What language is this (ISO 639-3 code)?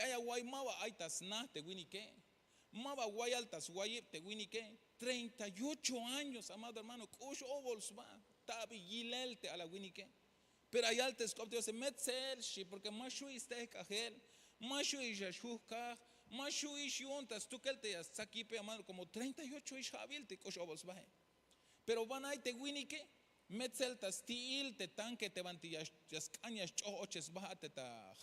tzh